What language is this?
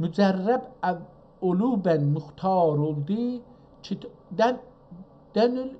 South Azerbaijani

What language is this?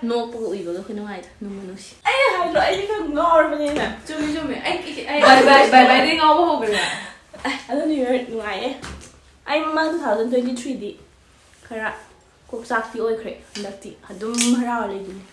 Manipuri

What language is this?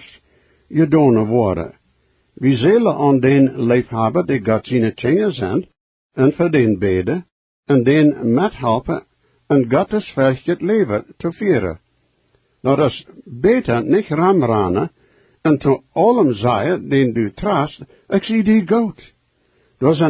Plautdietsch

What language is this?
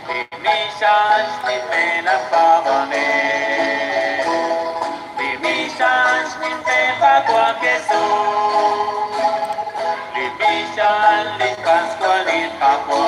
Kekchí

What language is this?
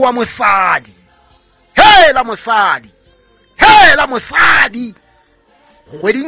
Southern Sotho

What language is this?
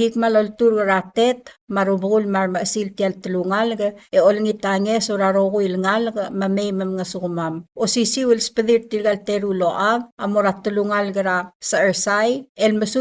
Palauan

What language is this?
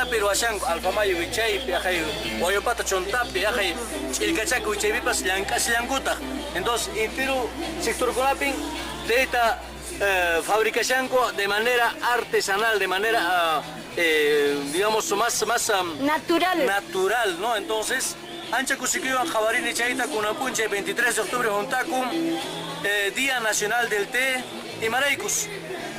Quechua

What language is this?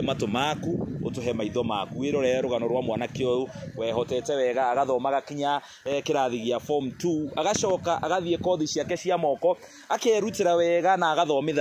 Kikuyu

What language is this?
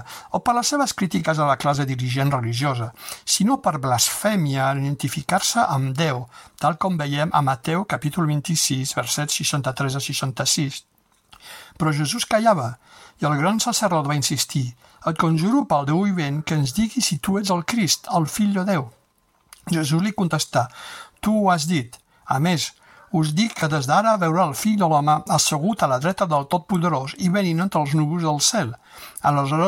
Catalan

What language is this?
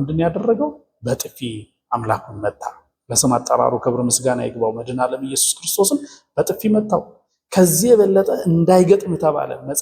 Amharic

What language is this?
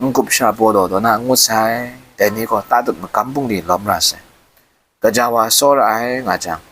Kachin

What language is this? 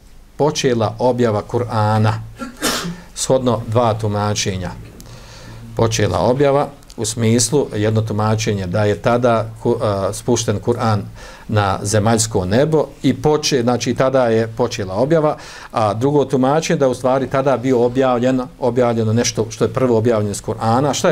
Bosnian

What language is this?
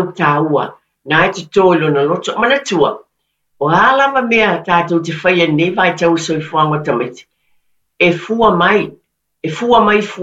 Samoan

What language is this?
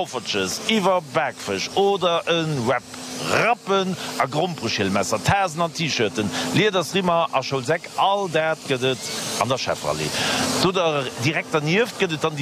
Luxembourgish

